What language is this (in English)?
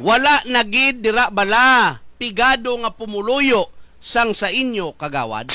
Hiligaynon